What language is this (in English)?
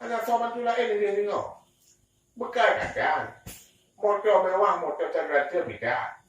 Achinese